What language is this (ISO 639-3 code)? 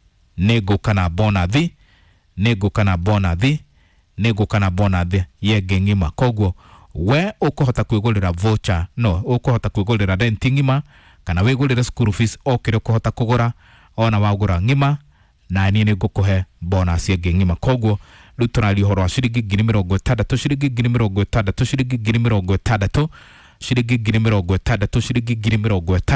kik